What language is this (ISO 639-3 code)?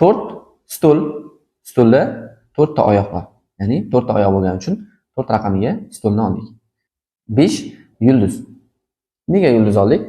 uzb